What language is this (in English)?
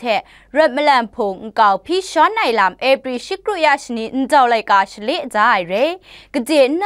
Kachin